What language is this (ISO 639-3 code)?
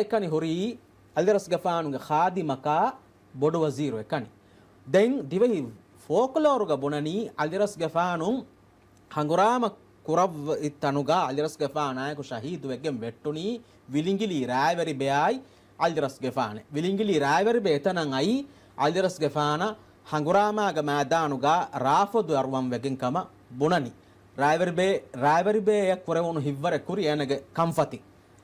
div